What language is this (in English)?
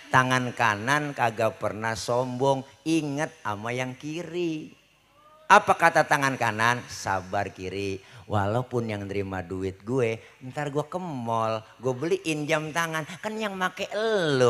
Betawi